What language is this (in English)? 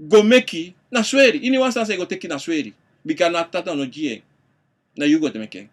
Sranan Tongo